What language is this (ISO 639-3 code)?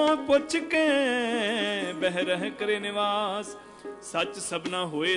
pan